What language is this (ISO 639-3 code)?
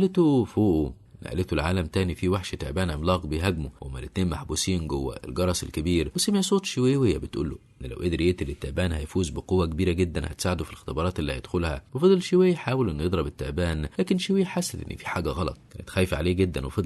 arz